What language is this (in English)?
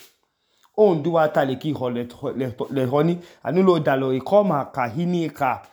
Idoma